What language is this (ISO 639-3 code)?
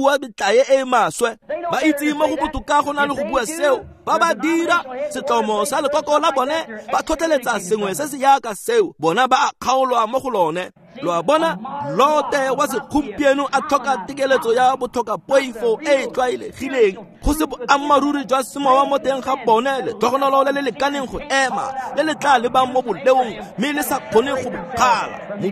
tsn